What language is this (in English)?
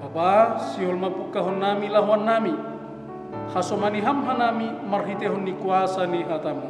Batak Simalungun